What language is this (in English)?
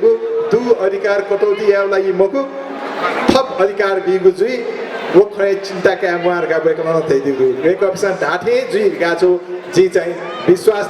Newari